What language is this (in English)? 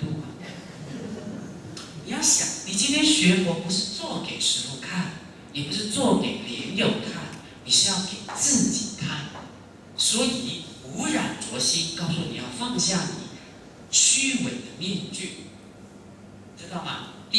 Chinese